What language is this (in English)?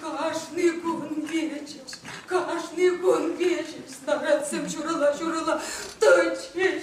Chuvash